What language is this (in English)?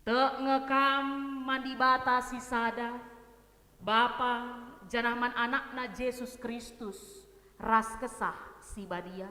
Batak Karo